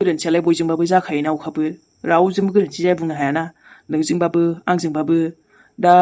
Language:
Bodo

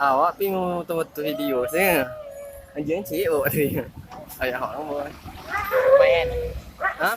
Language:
Minangkabau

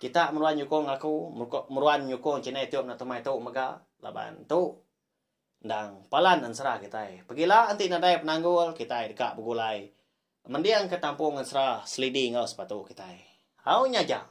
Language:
Iban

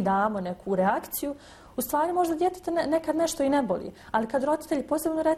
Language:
Bosnian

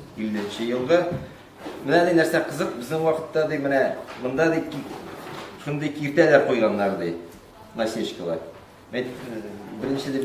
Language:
Tatar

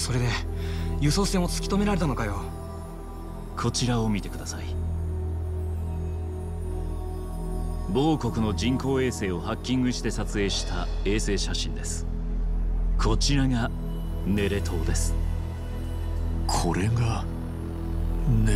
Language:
Japanese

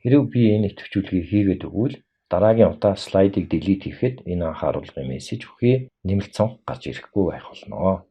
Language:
Mongolian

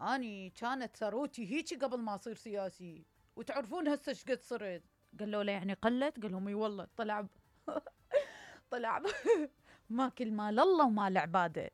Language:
Mesopotamian Arabic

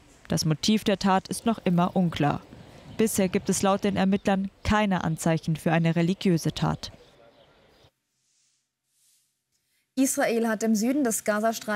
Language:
German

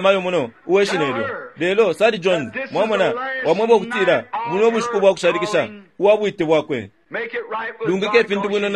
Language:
Bemba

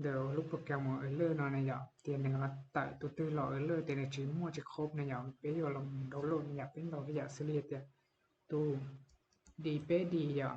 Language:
Hmong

